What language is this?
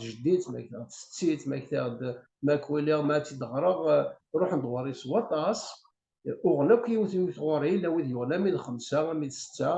Kabyle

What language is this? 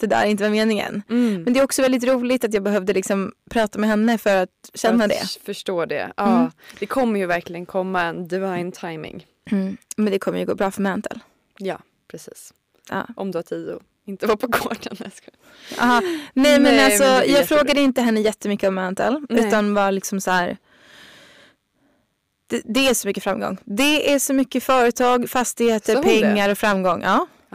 Swedish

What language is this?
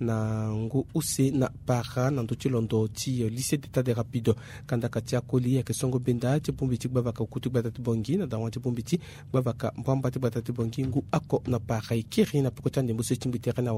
Sango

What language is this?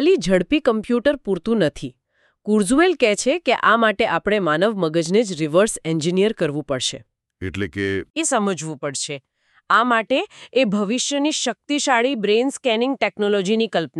Gujarati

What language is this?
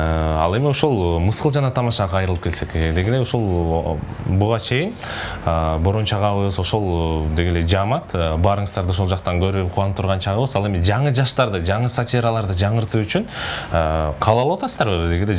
Kyrgyz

